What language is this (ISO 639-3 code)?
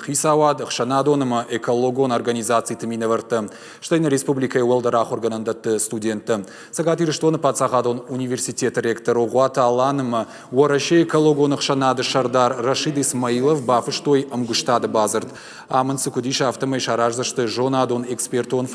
oss